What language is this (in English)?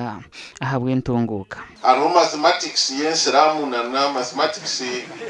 Nyankole